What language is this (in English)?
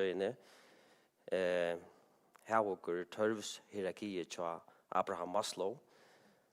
Faroese